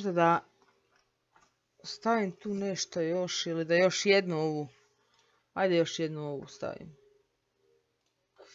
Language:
Croatian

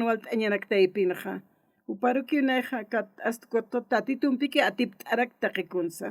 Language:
Aymara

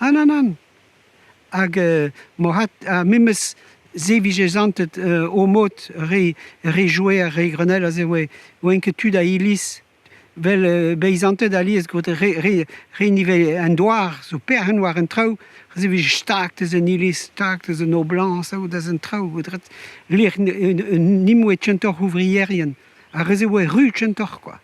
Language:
Breton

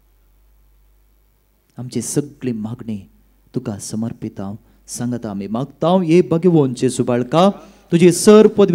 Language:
Konkani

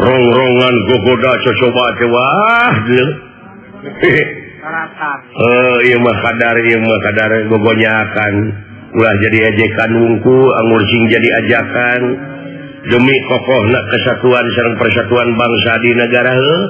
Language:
Sundanese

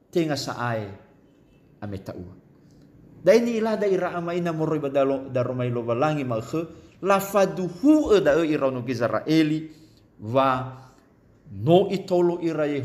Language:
Nias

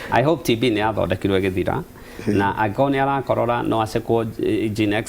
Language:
Kikuyu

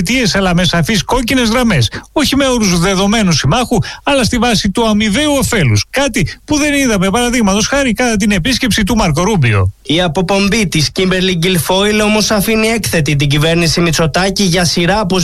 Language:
Greek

